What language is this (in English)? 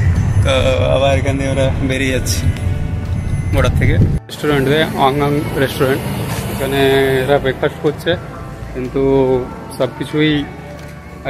Bangla